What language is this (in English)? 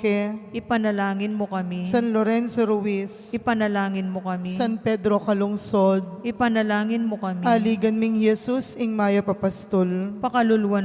Pampanga